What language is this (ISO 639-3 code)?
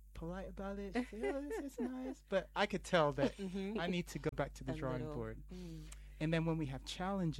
eng